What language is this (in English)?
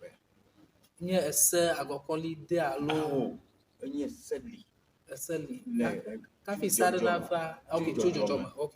Ewe